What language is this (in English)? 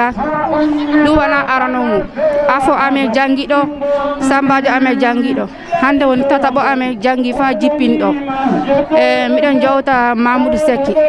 Fula